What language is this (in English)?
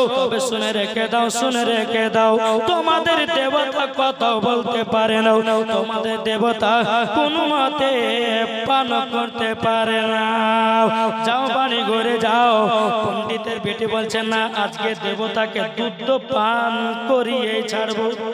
Bangla